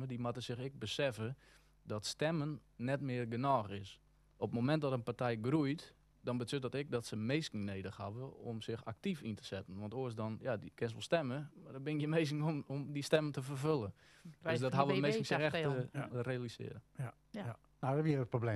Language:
Western Frisian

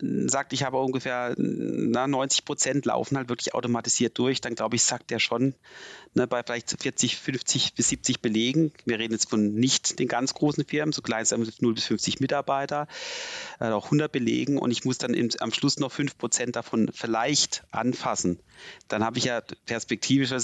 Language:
German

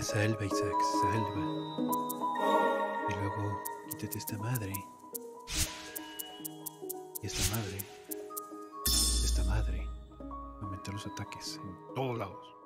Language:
Spanish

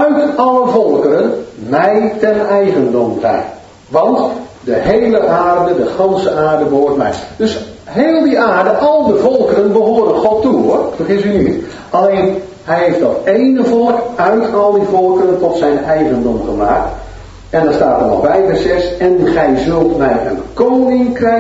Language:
Dutch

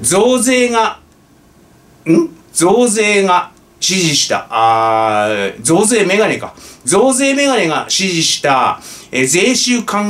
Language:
Japanese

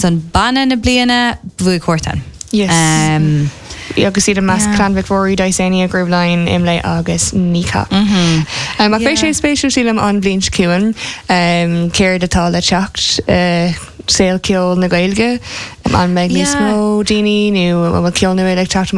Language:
Irish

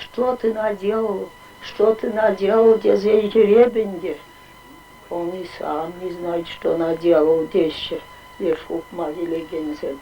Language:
Chuvash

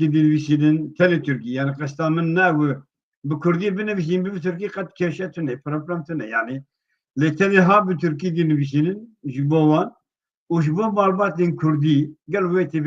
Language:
Kurdish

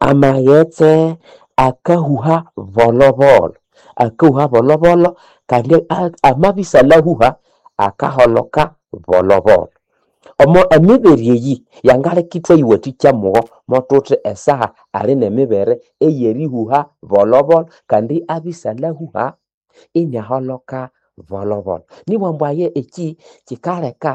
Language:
Nande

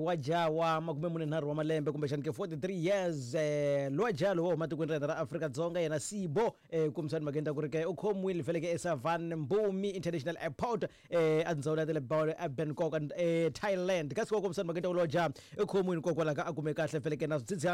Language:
Tsonga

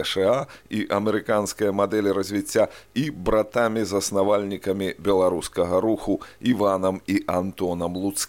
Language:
Belarusian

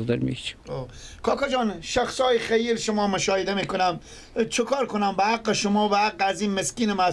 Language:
Persian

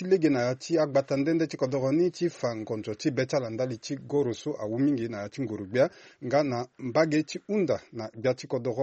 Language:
Sango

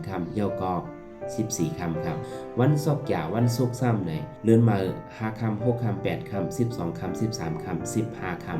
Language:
Shan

